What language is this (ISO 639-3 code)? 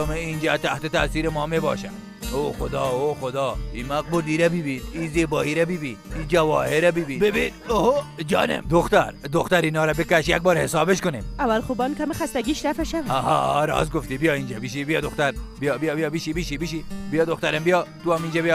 fas